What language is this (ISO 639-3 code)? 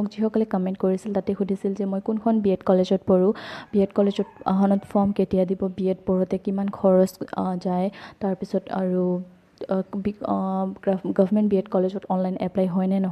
asm